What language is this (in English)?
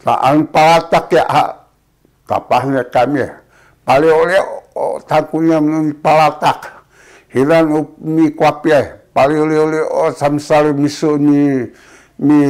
Sakizaya